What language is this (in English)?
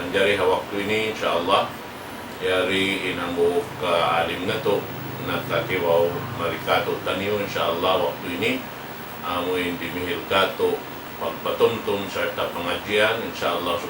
Tausug